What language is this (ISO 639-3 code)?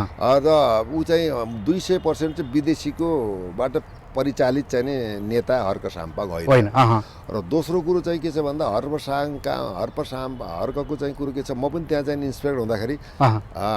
nep